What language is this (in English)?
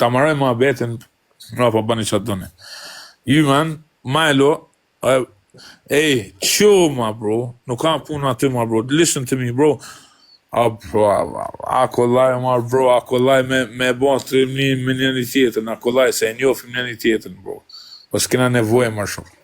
Albanian